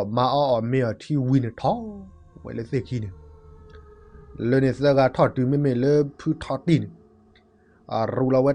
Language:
S'gaw Karen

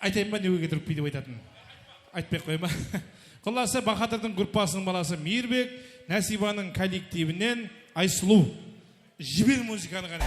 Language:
Kara-Kalpak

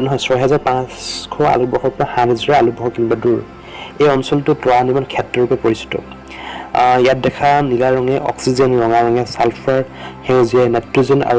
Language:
Assamese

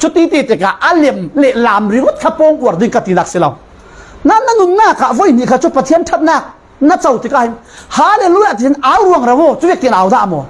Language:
Falam Chin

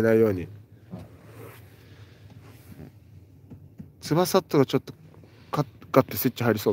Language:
Japanese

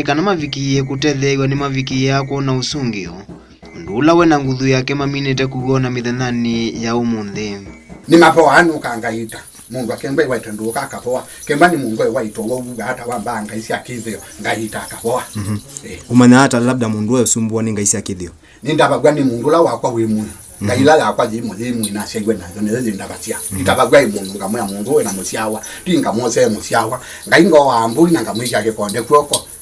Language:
Kamba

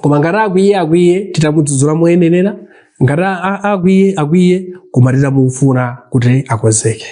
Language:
Nyanja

